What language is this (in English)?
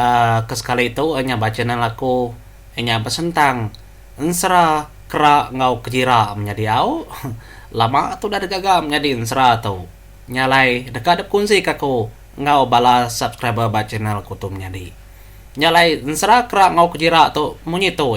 Iban